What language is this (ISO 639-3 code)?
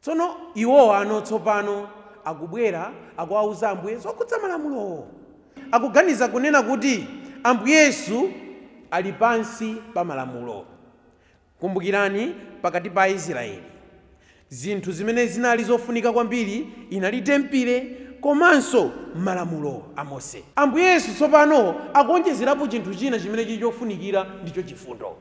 nya